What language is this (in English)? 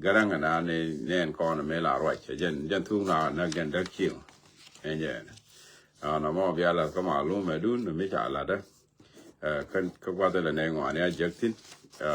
Nuer